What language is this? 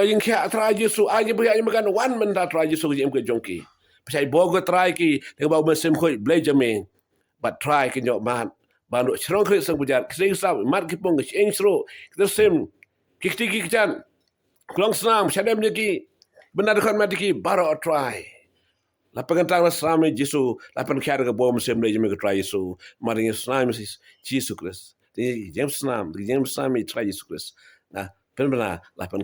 Khasi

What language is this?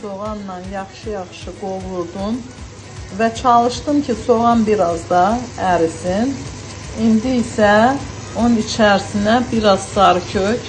Azerbaijani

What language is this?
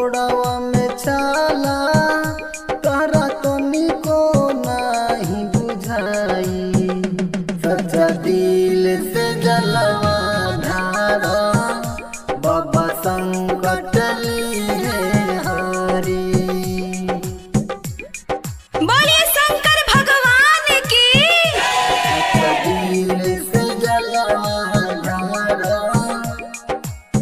Bhojpuri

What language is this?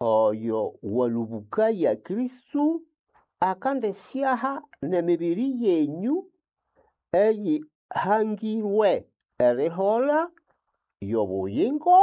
Nande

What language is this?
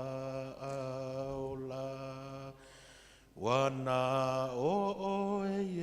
Samoan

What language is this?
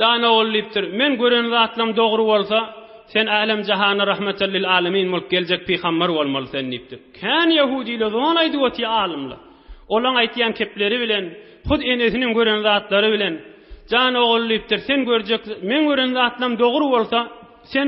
Turkmen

